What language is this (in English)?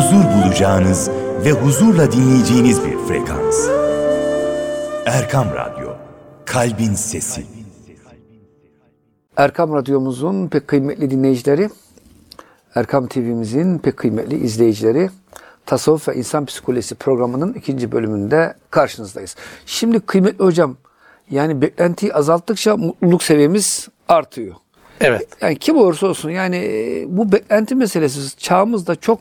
Turkish